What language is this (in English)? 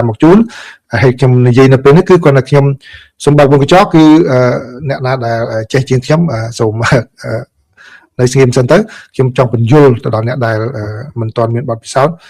Khmer